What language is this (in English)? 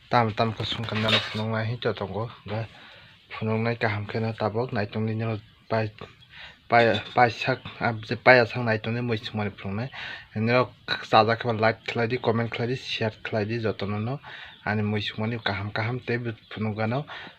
Kok Borok